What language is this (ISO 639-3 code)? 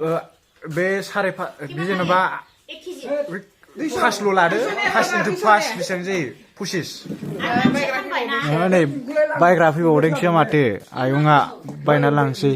brx